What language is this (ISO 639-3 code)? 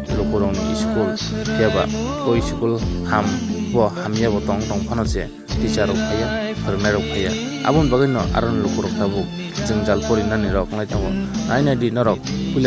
trp